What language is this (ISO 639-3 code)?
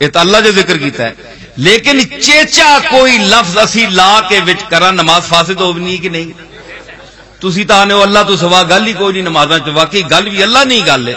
lah